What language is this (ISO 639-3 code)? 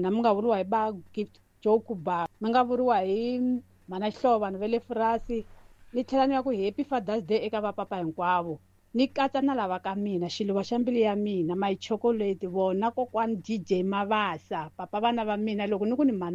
tso